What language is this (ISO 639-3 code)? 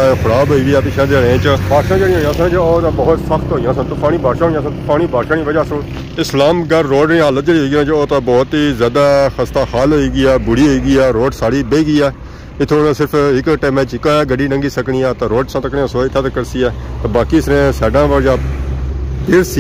phr